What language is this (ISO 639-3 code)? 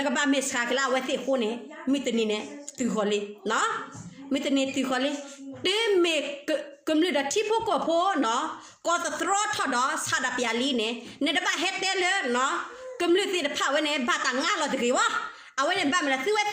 ksw